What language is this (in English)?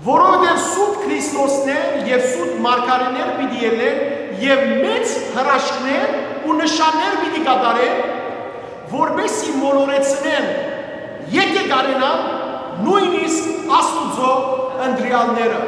Western Armenian